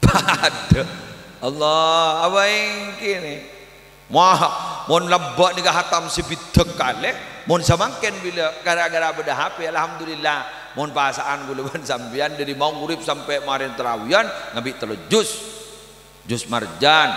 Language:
Madurese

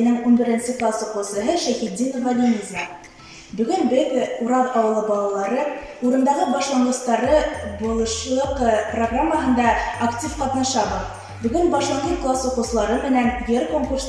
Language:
Bashkir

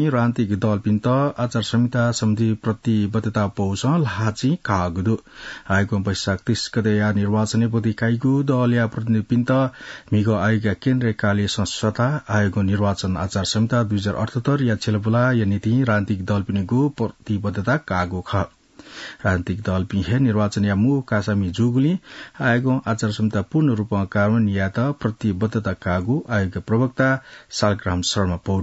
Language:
Newari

